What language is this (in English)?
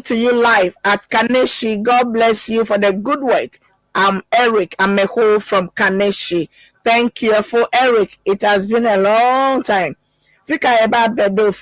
Ewe